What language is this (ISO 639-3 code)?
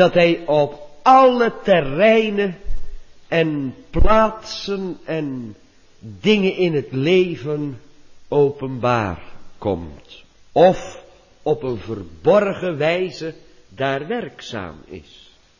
nld